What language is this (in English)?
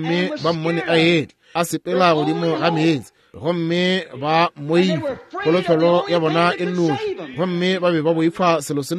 Northern Sotho